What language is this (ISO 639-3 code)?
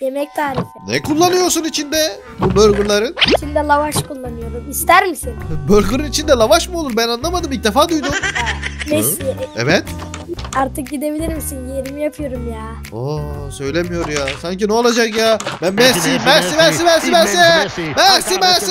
tur